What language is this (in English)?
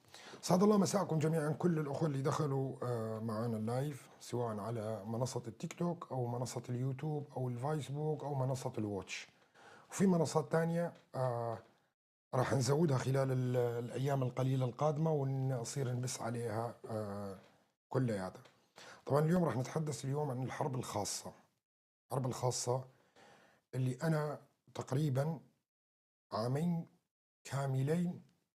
North Levantine Arabic